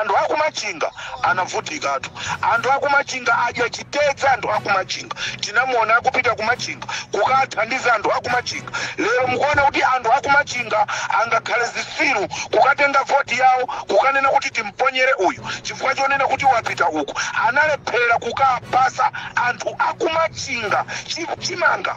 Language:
Nyanja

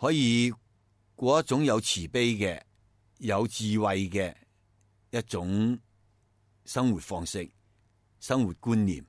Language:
Cantonese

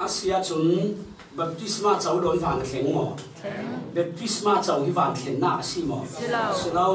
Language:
Falam Chin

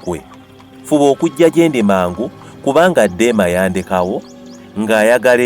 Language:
Ganda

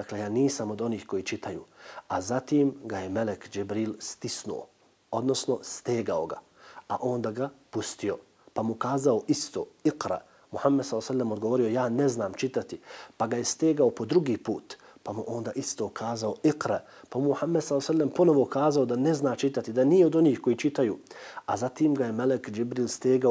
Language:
Bosnian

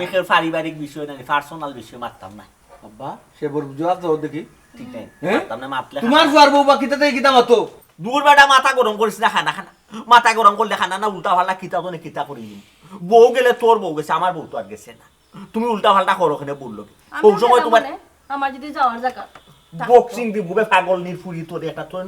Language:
Sylheti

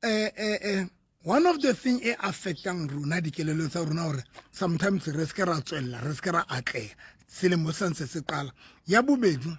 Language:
Southern Sotho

